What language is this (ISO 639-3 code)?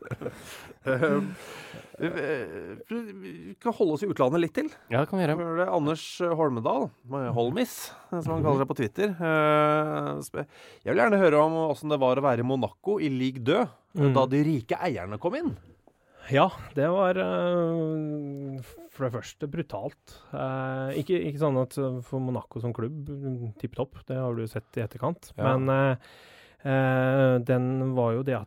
nor